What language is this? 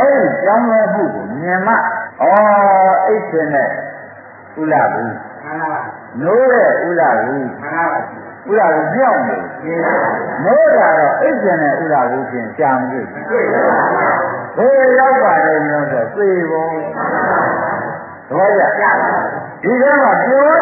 Burmese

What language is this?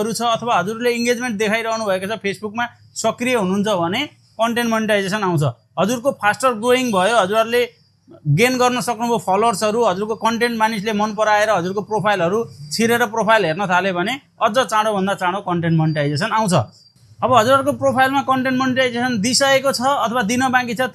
Nepali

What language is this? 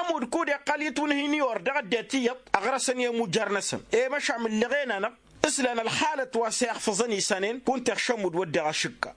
Tamasheq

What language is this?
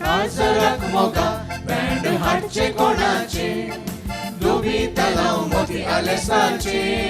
Konkani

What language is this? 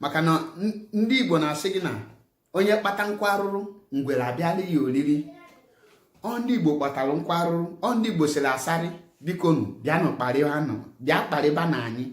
Igbo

